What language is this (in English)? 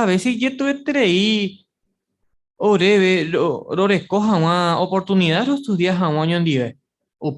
Guarani